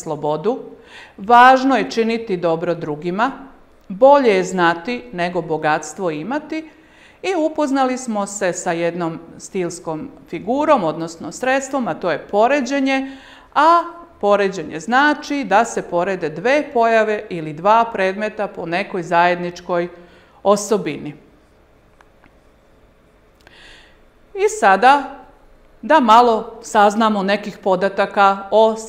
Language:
Serbian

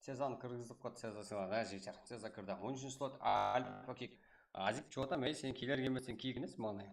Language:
Kara-Kalpak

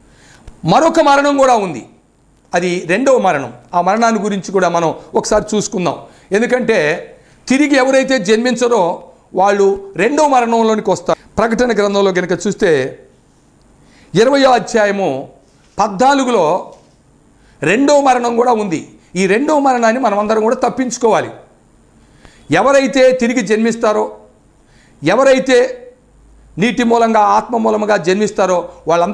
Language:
Telugu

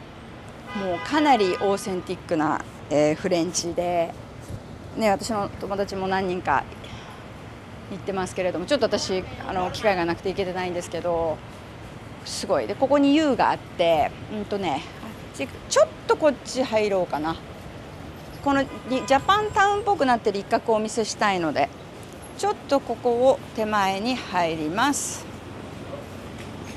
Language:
Japanese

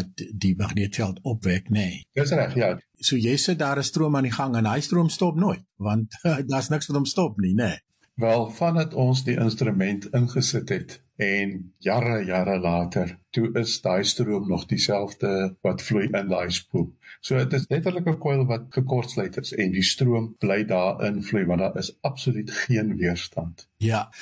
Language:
Afrikaans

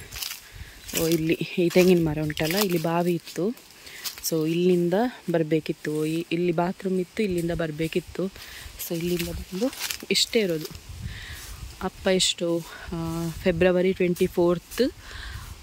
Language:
Kannada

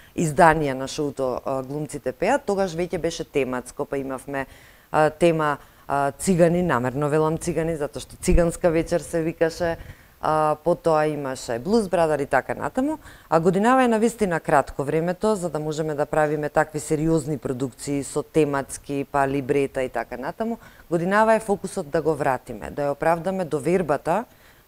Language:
Macedonian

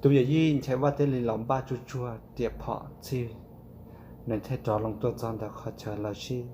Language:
Hmong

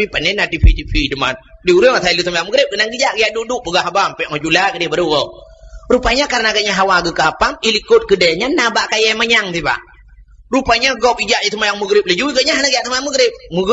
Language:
Achinese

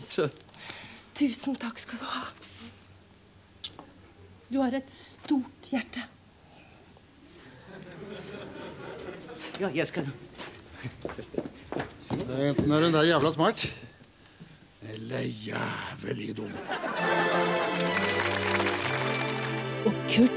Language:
Norwegian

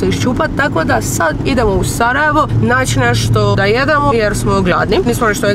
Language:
Croatian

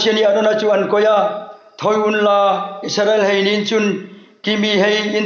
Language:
Hmar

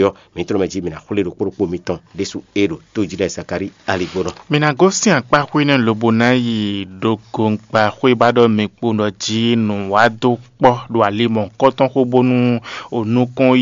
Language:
Fon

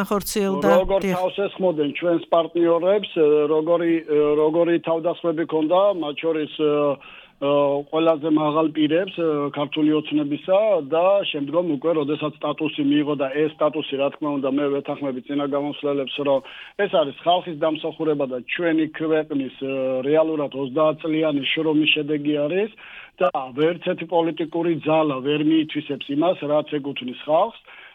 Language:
Georgian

